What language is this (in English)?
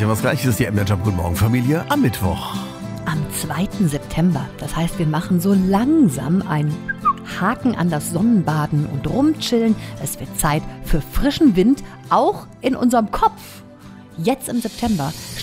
German